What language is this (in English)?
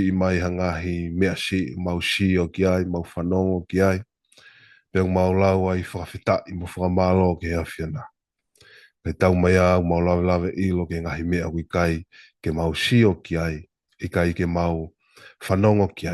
Tongan